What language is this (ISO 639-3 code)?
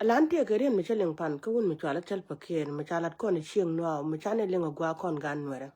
nus